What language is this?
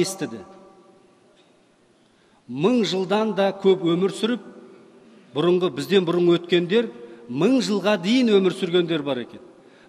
Kazakh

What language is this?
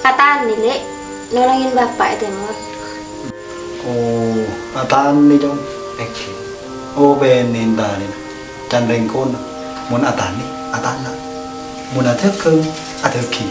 Madurese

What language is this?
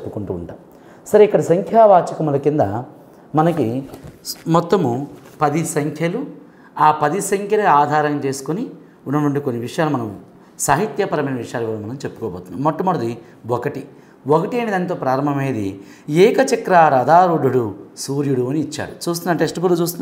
Telugu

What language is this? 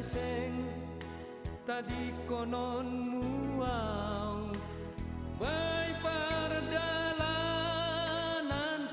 Batak Simalungun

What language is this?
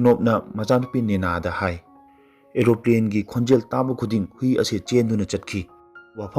Manipuri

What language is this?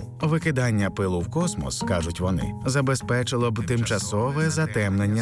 Ukrainian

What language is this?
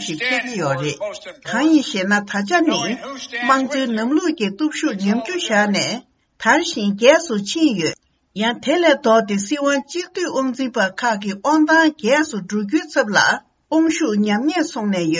Tibetan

